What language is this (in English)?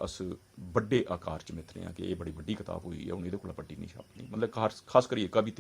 Dogri